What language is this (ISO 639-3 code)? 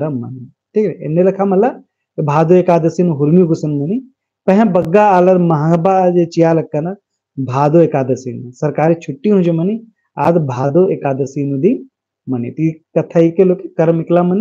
kru